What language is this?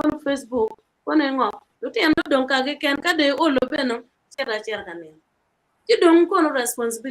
Acoli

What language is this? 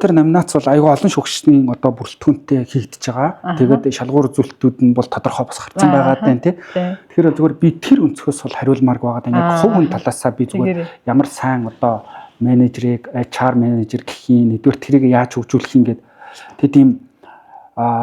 Mongolian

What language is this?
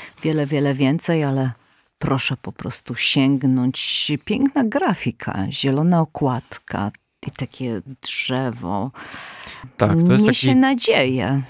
Polish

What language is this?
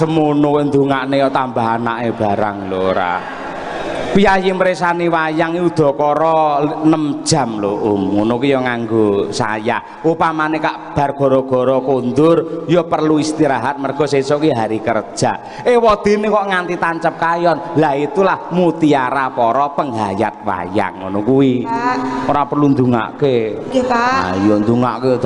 Javanese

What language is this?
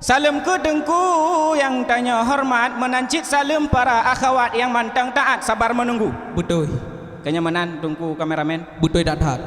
Achinese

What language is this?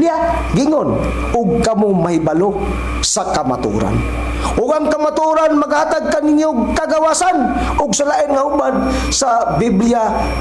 Cebuano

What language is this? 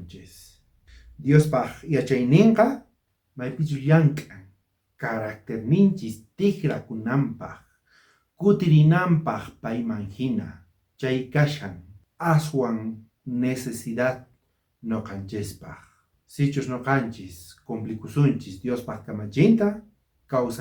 South Bolivian Quechua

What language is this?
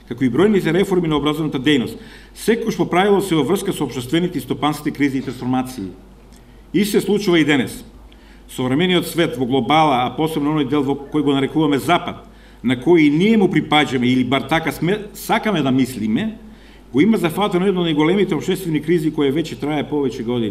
Macedonian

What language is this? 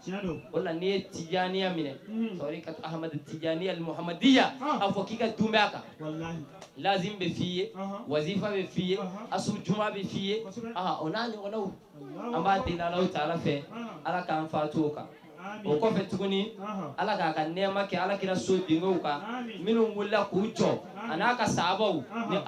Bambara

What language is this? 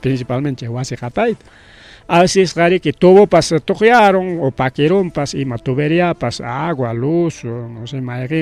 Ayacucho Quechua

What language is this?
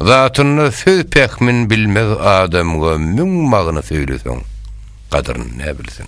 Turkmen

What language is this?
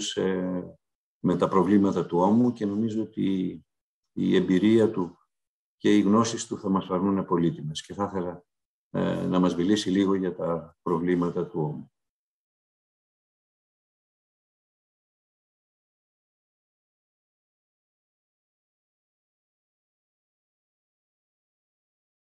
Greek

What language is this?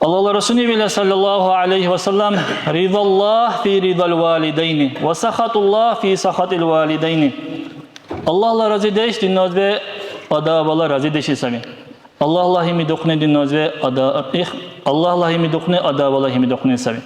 Dargwa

